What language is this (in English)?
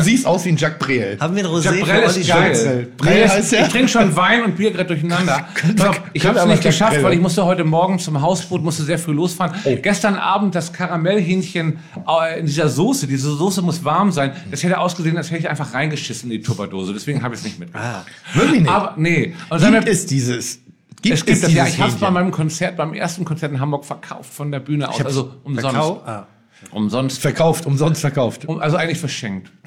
German